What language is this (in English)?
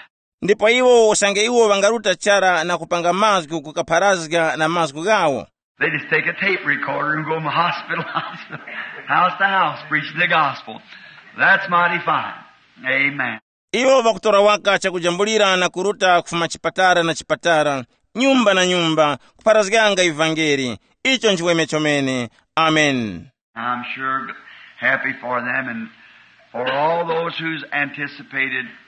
Tumbuka